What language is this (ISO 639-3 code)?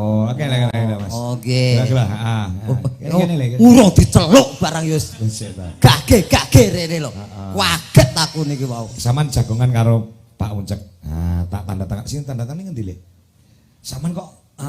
jav